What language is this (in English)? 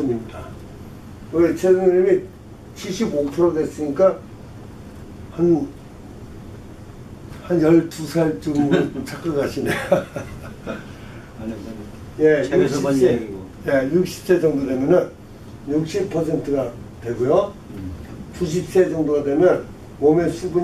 Korean